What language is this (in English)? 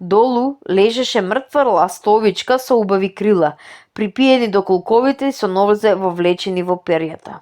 Macedonian